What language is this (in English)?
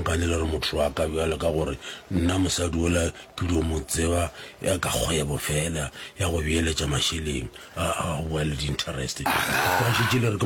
Northern Sotho